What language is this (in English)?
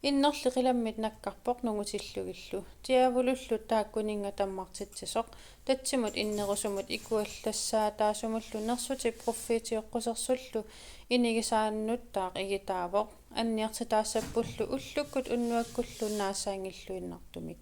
Kalaallisut